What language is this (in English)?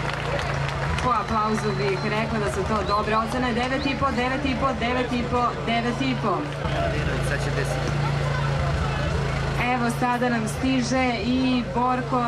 Serbian